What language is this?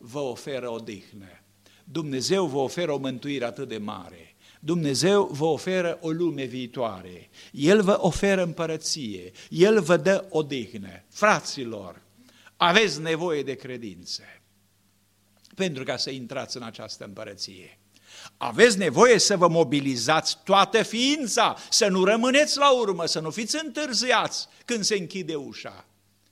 Romanian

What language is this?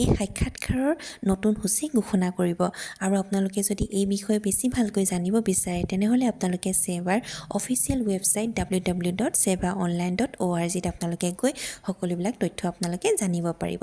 Assamese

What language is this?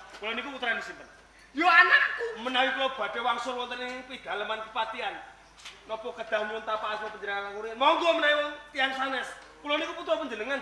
Javanese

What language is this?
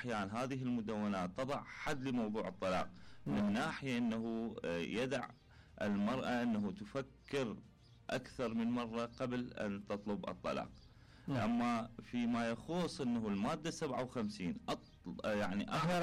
Mesopotamian Arabic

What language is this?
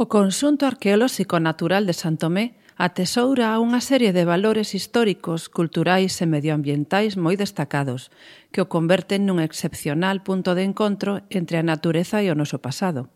Galician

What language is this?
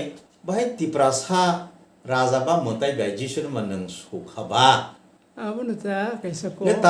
Kok Borok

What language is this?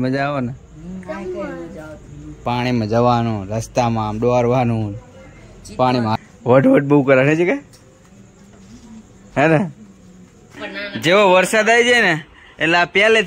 Gujarati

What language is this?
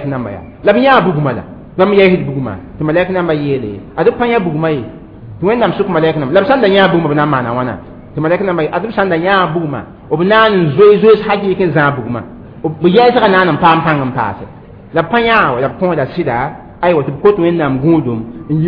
Mossi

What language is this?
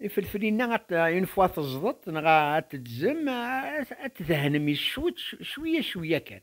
Kabyle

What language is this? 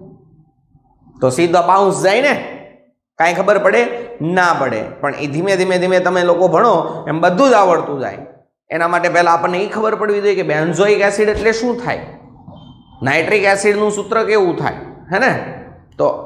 Gujarati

